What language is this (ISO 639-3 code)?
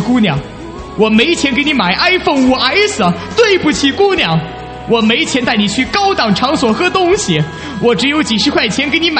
zho